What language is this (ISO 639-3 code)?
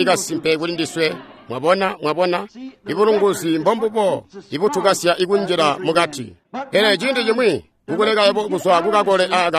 toi